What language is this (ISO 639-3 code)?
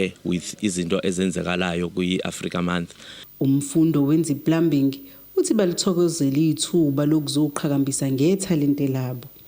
zul